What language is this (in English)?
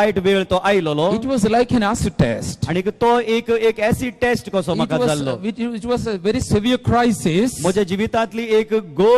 Konkani